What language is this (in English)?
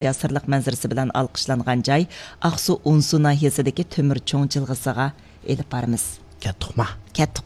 Uyghur